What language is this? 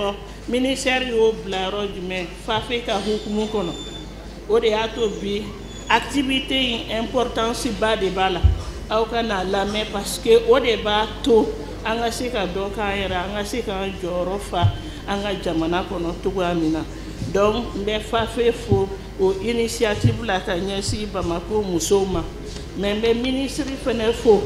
Bambara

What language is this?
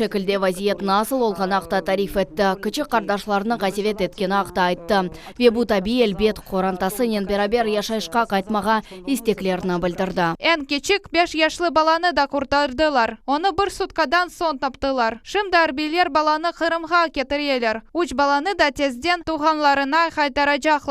Crimean Tatar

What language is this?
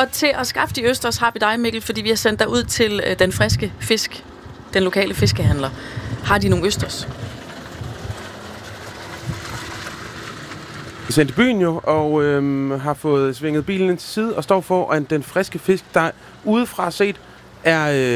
Danish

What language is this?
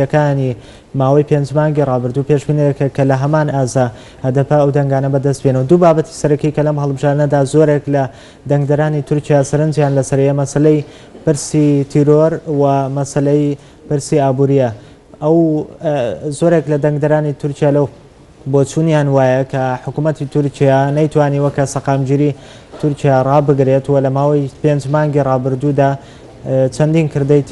Central Kurdish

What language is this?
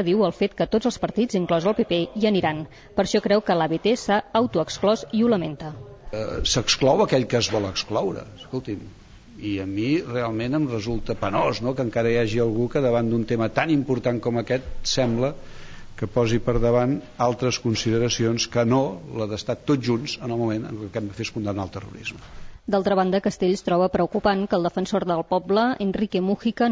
Catalan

